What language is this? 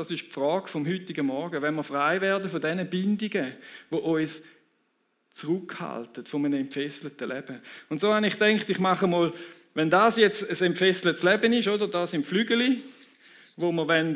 Swiss German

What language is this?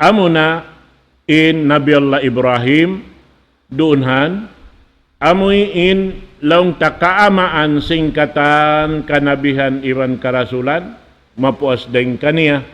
Tausug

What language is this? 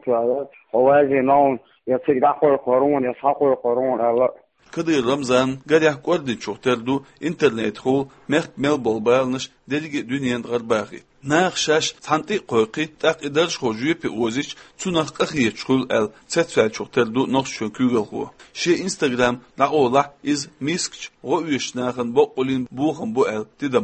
Chechen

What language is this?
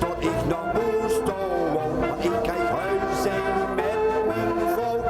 Limburgish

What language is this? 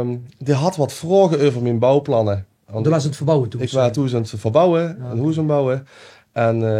Limburgish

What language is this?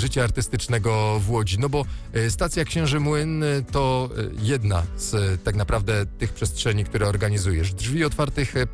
Polish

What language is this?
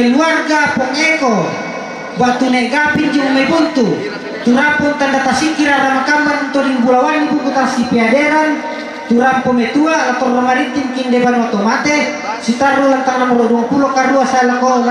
Toraja-Sa'dan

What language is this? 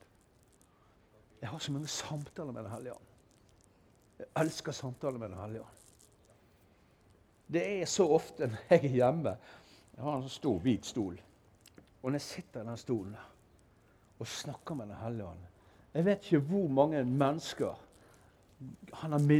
Norwegian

